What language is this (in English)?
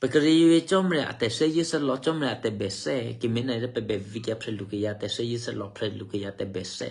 Eastern Kayah